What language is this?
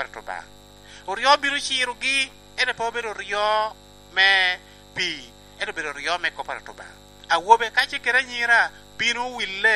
Lango (Uganda)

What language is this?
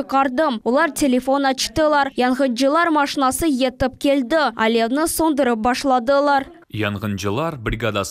Crimean Tatar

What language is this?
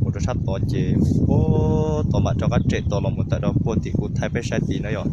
Hmong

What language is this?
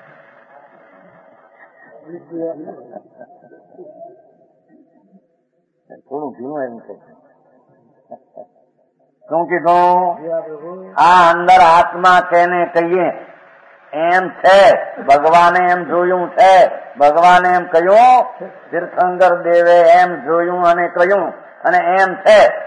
Gujarati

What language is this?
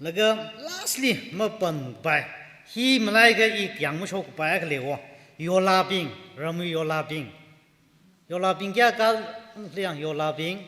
Tangkhul Naga (India)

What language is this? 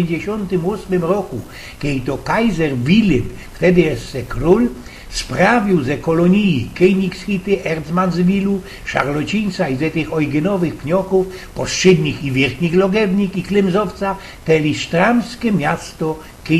Silesian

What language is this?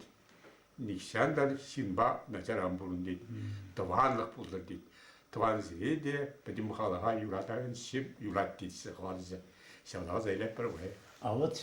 Chuvash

